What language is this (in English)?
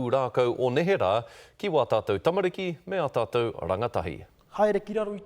Māori